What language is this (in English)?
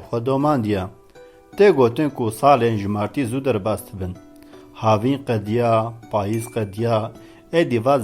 Kurdish